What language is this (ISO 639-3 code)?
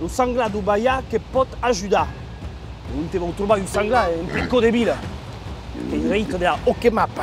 oci